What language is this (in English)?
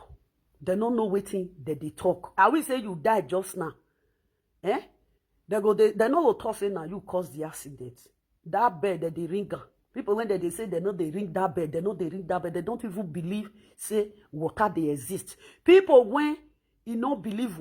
Nigerian Pidgin